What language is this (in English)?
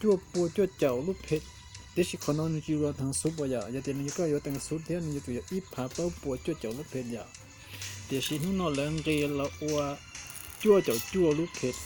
Hmong